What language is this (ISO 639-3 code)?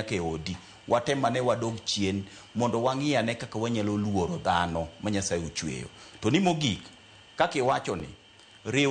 luo